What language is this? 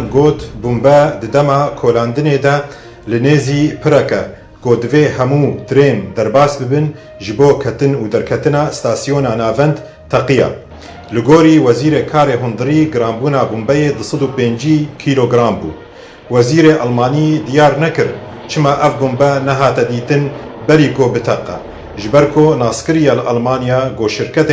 Kurdish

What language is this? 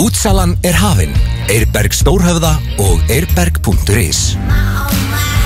Icelandic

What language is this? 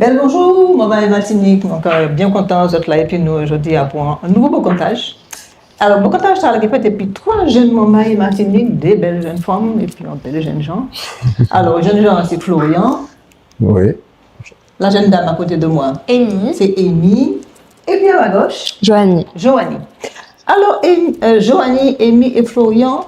Guadeloupean Creole French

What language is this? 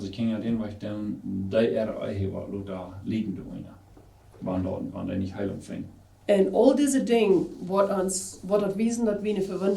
Plautdietsch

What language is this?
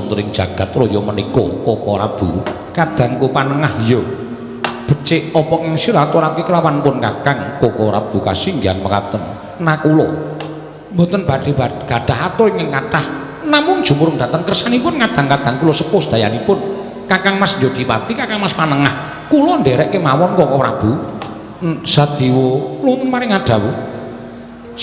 Javanese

